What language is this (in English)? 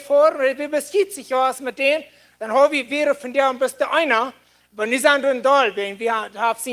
Plautdietsch